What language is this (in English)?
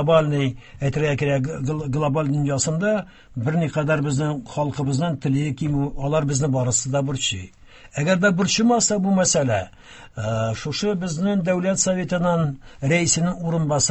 Tatar